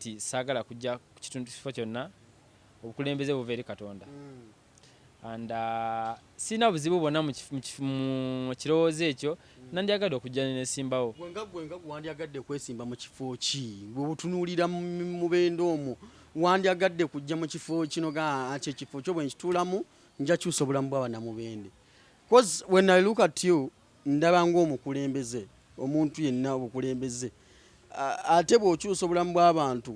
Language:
Ganda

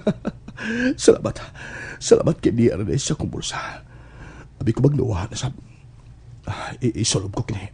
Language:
Cebuano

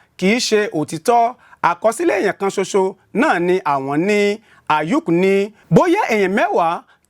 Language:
Yoruba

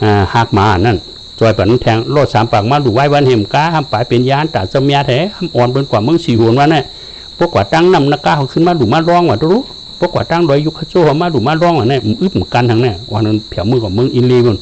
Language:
Shan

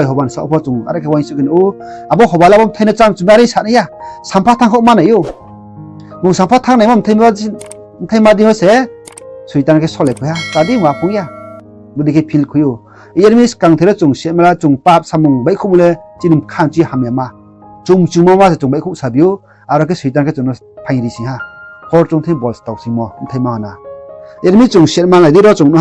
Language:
Riang (India)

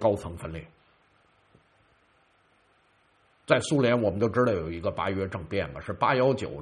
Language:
Chinese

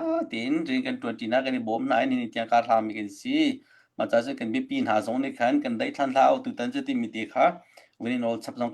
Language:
Hakha Chin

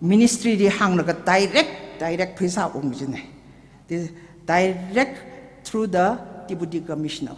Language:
Tangkhul Naga (India)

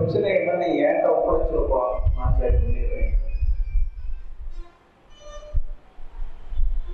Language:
Tamil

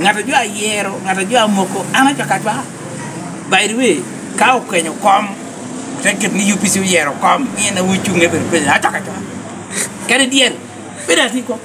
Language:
Lango (Uganda)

